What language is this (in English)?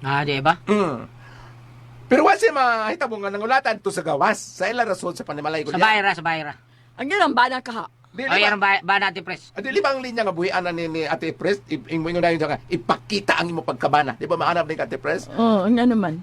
Cebuano